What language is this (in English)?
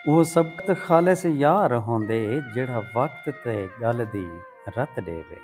Saraiki